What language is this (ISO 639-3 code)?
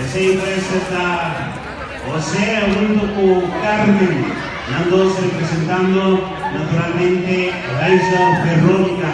pap